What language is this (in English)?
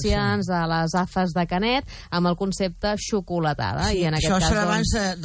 Catalan